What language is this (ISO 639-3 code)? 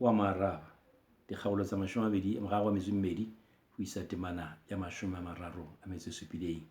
sot